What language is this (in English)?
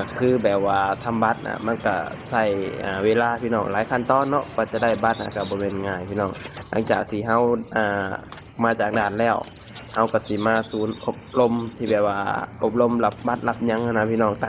Lao